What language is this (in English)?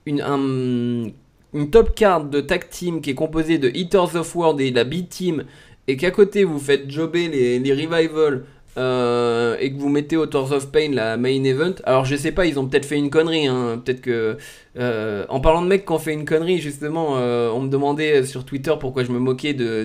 French